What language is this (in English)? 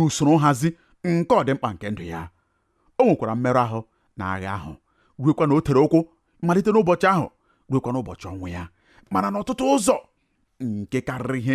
Igbo